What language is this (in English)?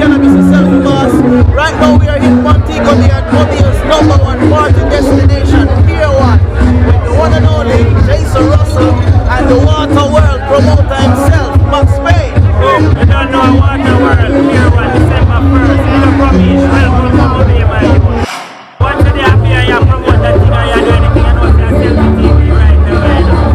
Jamaican Creole English